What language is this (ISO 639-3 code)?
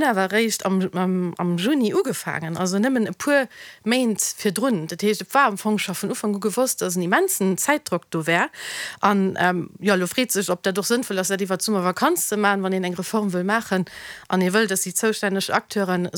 ltz